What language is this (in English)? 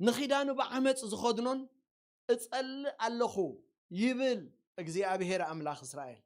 Tigrinya